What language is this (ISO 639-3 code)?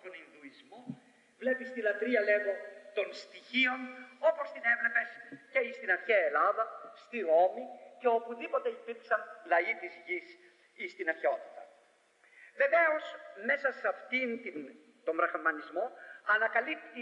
ell